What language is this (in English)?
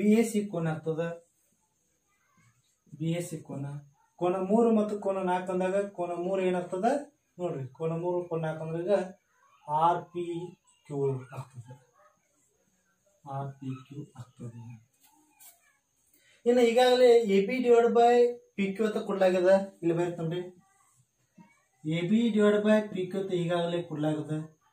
Kannada